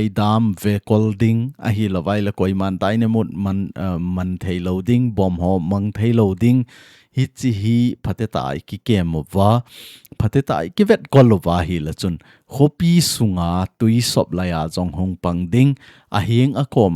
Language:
Thado Chin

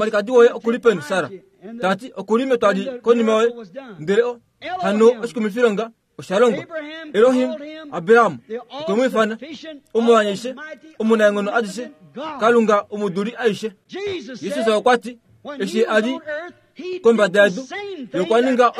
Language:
Kuanyama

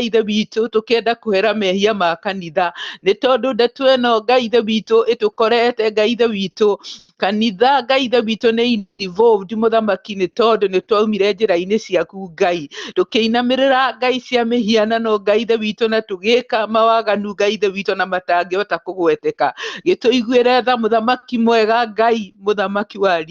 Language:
Kikuyu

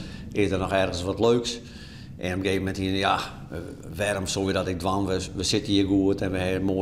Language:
Western Frisian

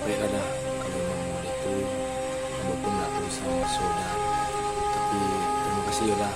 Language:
Minangkabau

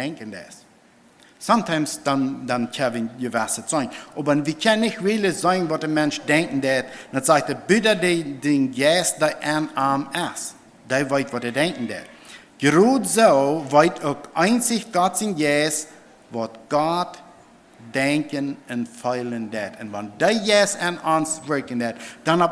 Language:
Plautdietsch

